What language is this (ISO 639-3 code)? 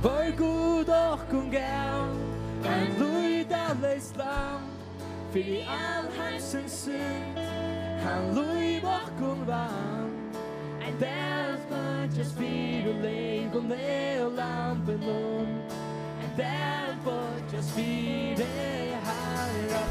fao